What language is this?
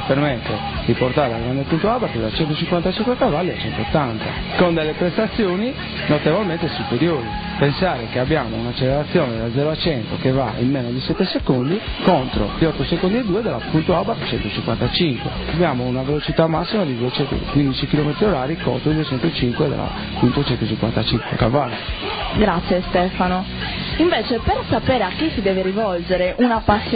Italian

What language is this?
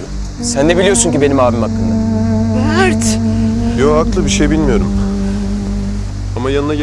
Turkish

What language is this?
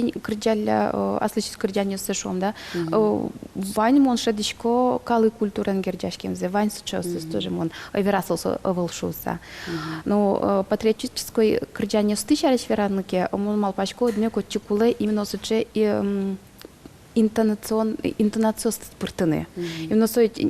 Udmurt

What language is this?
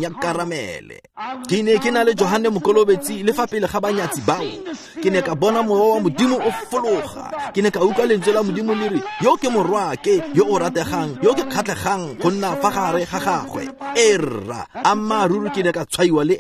Tswana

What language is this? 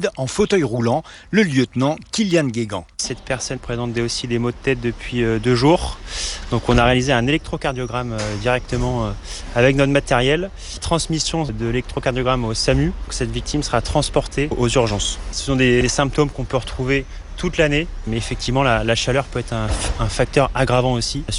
French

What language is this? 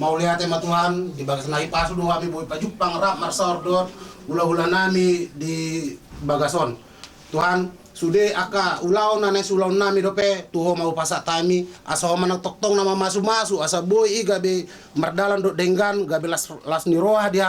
Batak Toba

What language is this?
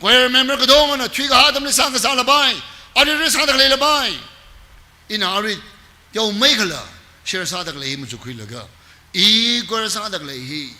Tangkhul Naga (India)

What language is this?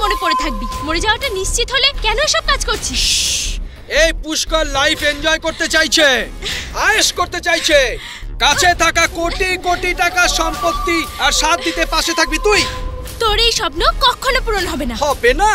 Bangla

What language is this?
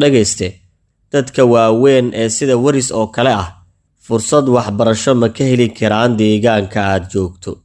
Somali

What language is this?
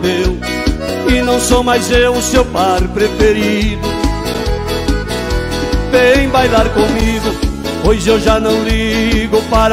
Portuguese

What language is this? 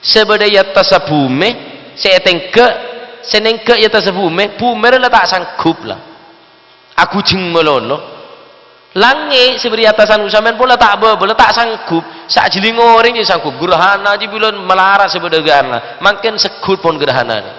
Madurese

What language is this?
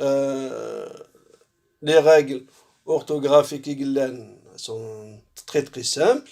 Kabyle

